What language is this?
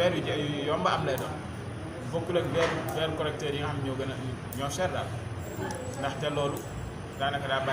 Wolof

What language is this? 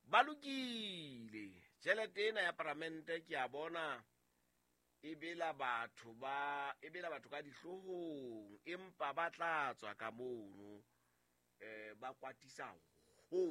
Southern Sotho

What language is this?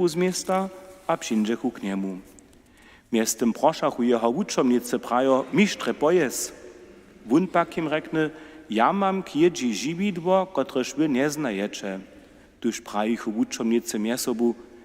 Upper Sorbian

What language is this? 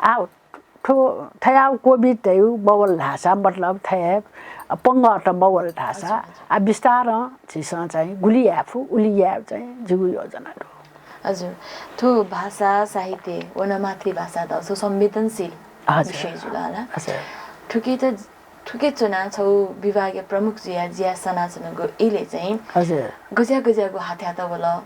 Newari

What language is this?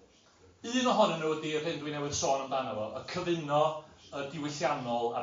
Welsh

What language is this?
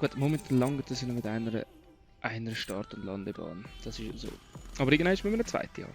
Swiss German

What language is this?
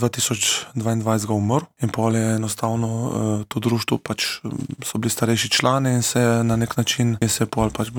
Slovenian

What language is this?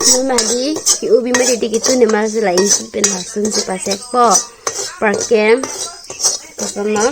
Karbi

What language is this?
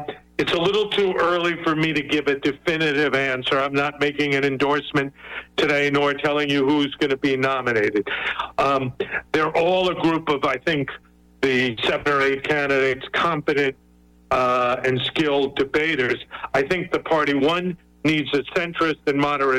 English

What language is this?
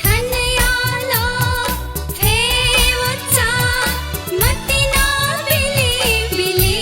Newari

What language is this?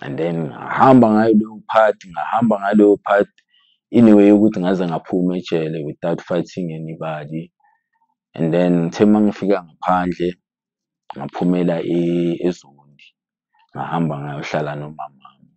Zulu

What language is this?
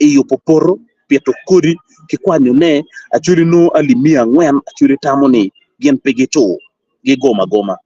Acoli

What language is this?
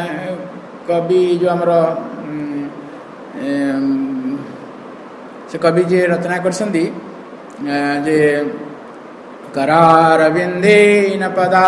Odia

